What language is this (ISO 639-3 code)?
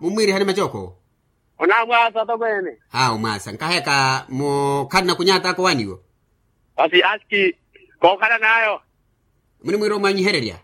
vmw